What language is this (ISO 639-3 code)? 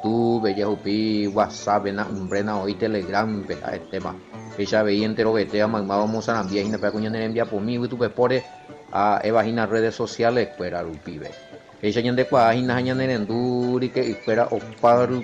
grn